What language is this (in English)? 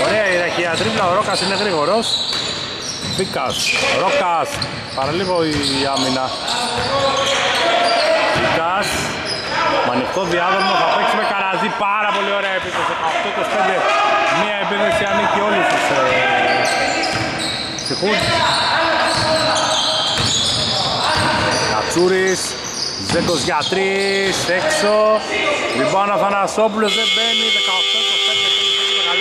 Greek